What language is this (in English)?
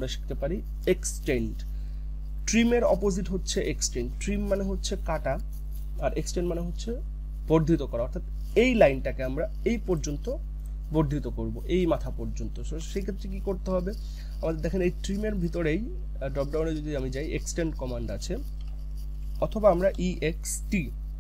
Bangla